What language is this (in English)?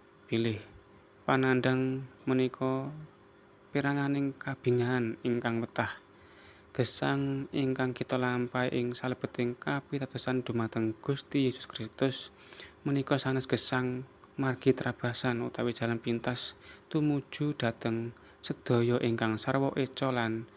Javanese